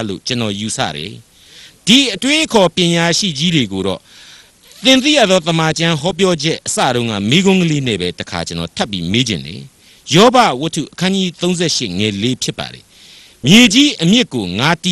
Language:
Burmese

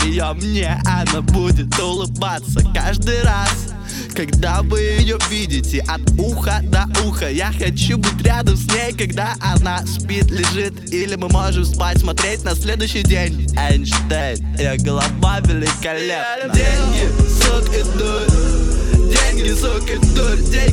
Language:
Russian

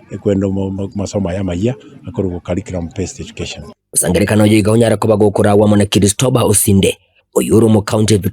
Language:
Gusii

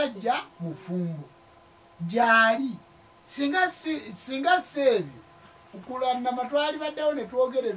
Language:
Ganda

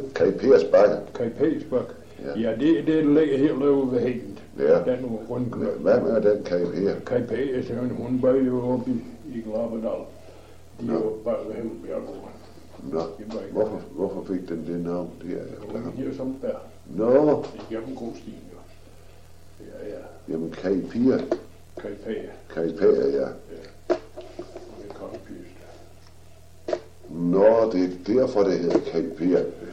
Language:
Danish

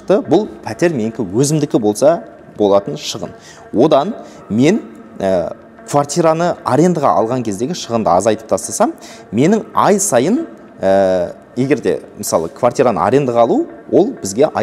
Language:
Kazakh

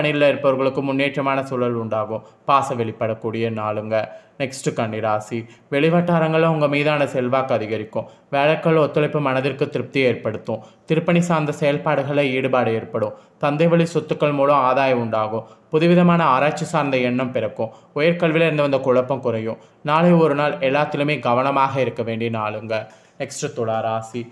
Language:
Tamil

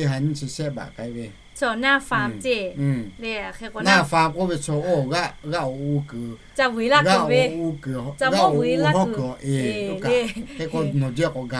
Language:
Lahu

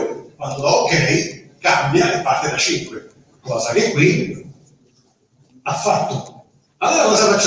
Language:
Italian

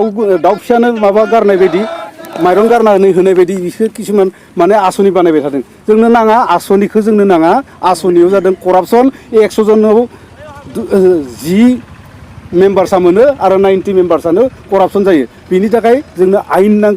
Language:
Bodo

